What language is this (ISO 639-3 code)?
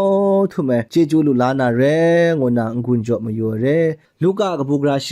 kac